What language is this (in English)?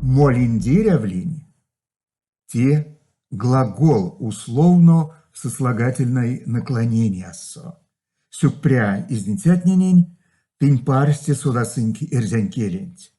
Erzya